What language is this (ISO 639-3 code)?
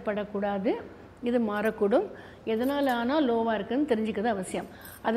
tam